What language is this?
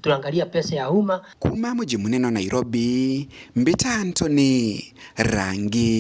Meru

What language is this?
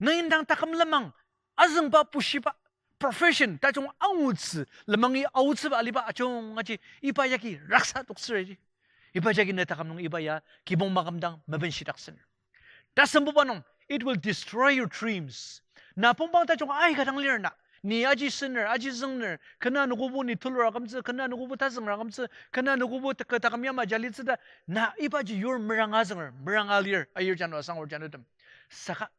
Ao Naga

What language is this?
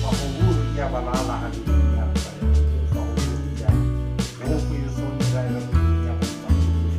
Nias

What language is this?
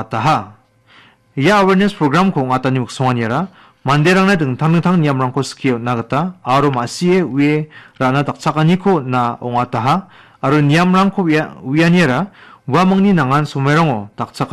Garo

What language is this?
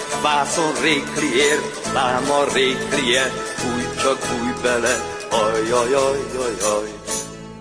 Hungarian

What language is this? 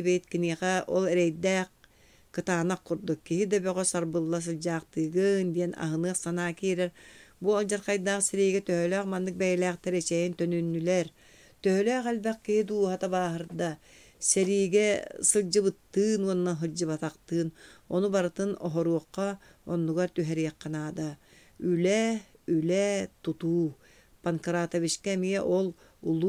Yakut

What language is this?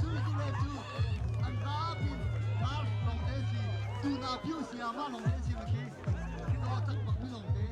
Hakha Chin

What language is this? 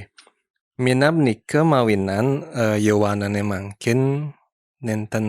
Balinese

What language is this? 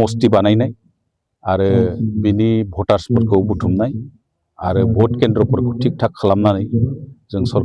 Bodo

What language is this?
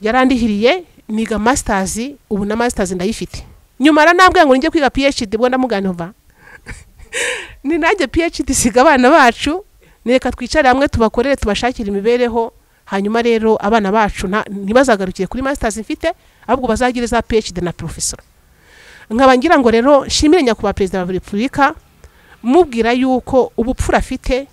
Kinyarwanda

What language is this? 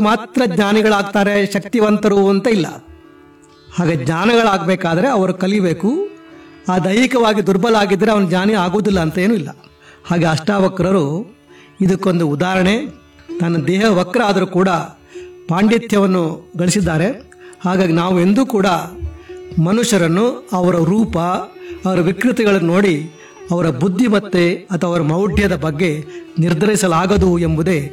Kannada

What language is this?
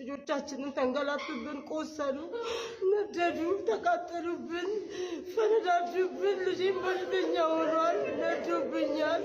Amharic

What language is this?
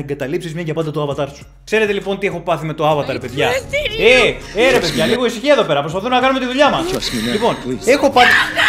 Greek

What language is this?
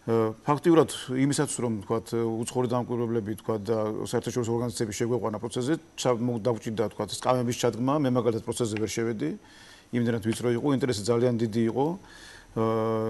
Georgian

